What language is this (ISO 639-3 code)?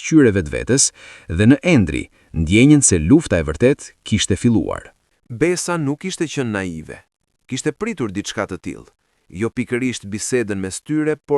sqi